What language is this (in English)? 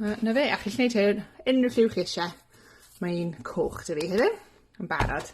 Welsh